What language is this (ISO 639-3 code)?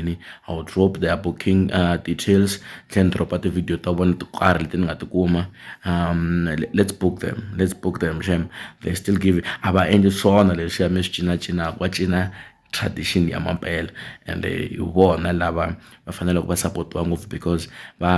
tso